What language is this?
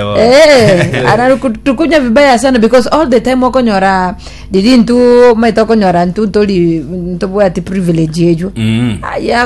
Gusii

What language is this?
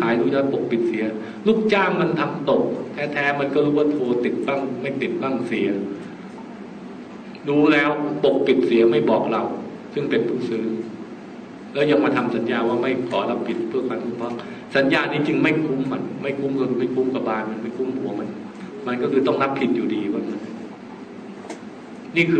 Thai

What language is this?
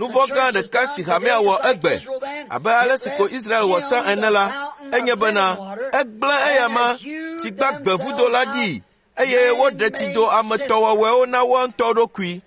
Ewe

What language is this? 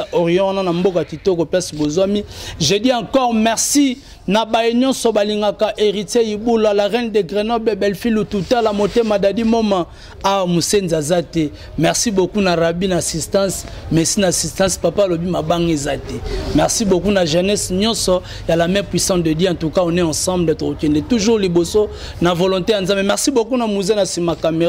Lingala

